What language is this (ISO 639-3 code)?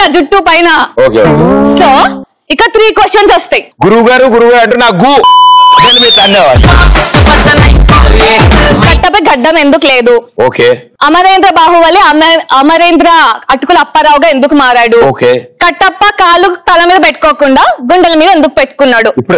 tel